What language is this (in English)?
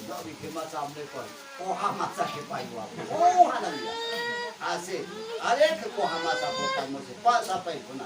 Riang (India)